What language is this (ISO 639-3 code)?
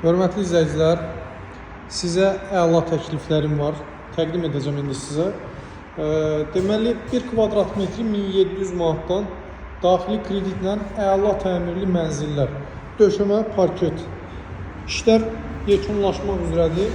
aze